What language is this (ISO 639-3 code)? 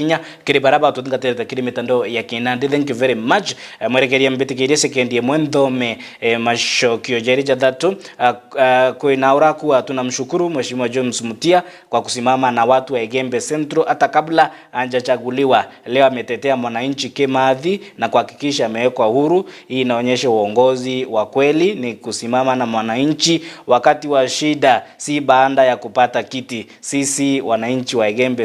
mer